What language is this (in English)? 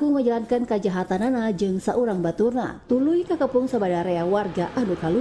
Sundanese